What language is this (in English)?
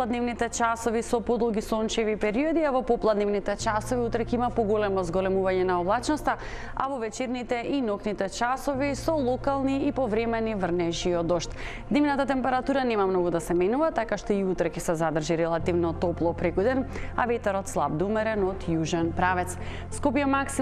Macedonian